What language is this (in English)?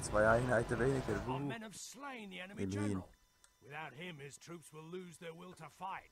Swiss German